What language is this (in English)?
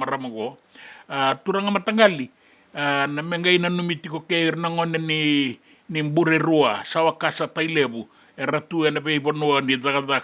Fijian